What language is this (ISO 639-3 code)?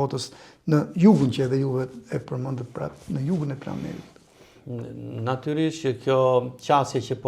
sqi